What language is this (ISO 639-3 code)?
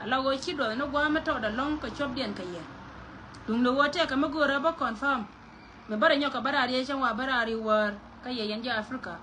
nus